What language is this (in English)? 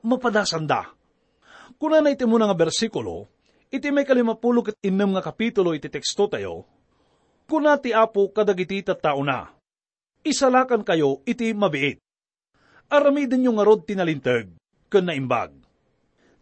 Iloko